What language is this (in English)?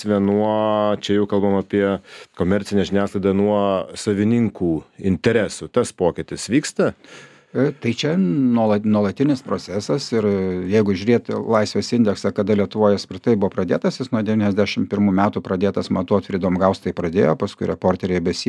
Lithuanian